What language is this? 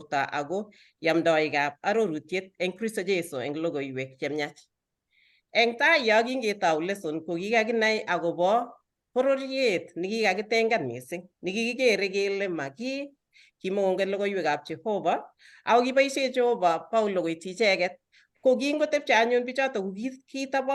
Kalenjin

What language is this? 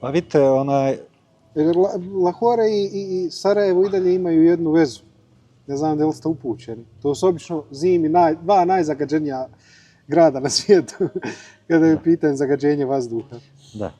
Bosnian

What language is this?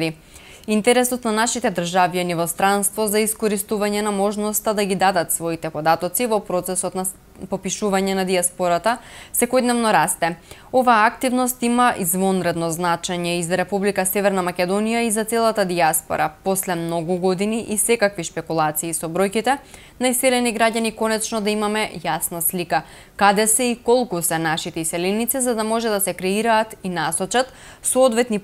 Macedonian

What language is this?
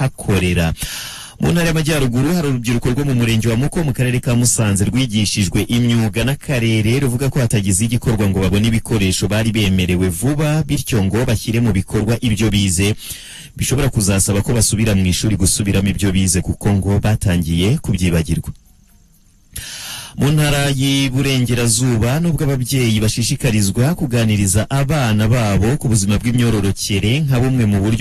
Kinyarwanda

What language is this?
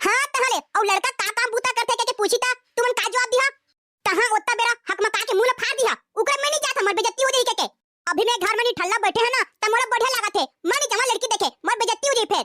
Chhattisgarhi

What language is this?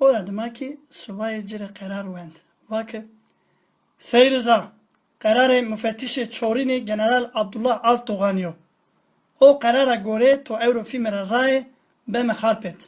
Zaza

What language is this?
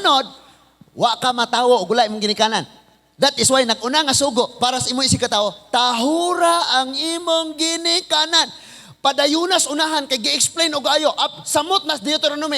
Cebuano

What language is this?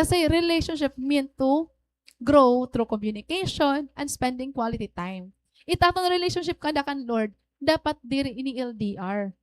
Waray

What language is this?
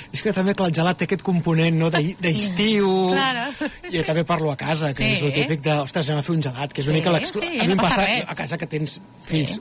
Catalan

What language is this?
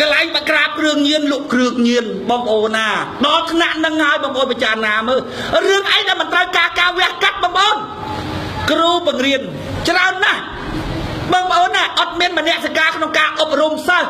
Khmer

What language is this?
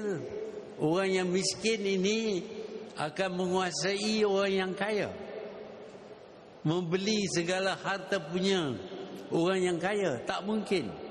Malay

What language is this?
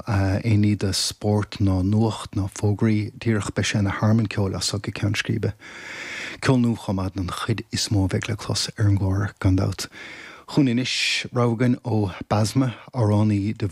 Irish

